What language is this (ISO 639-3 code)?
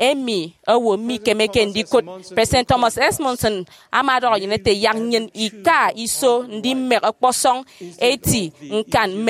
efi